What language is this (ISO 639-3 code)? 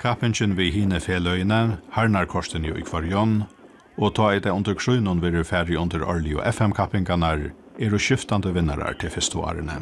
fao